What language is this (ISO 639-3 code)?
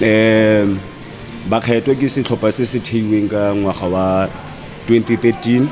tsn